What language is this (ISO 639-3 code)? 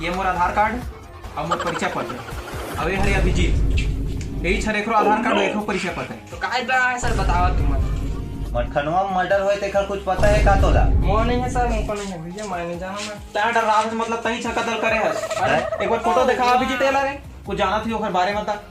hne